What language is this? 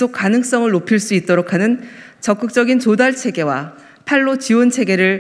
Korean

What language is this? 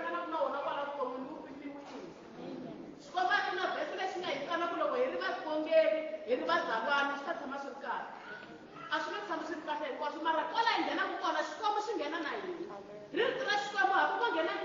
Tsonga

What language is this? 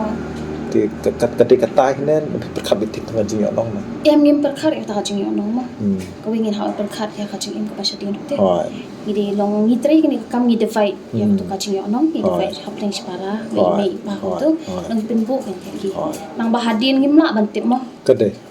Khasi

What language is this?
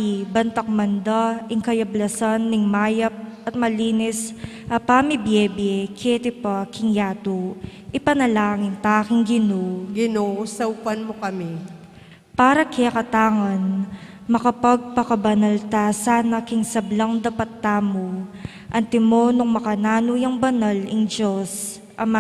Pampanga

